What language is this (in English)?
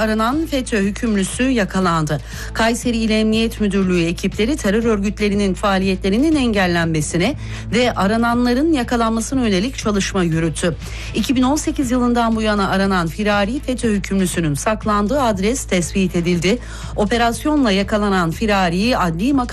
Turkish